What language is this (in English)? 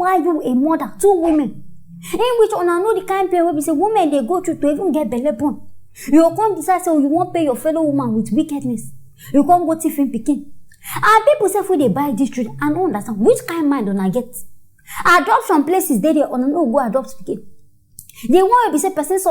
Nigerian Pidgin